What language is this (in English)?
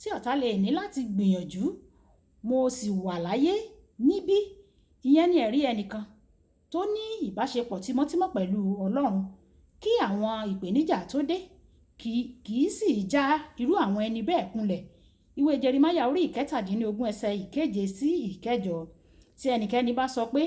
Yoruba